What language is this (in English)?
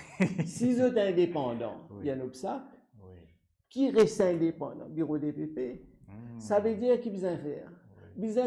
Morisyen